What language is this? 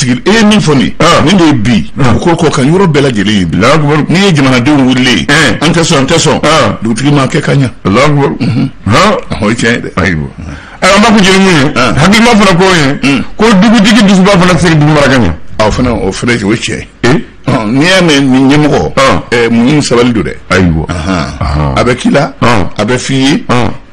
Bambara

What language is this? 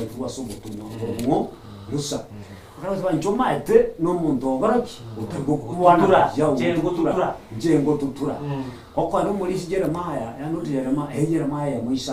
Gusii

